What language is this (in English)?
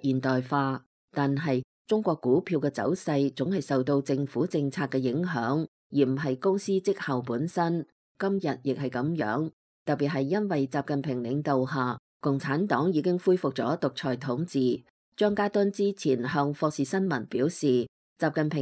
Cantonese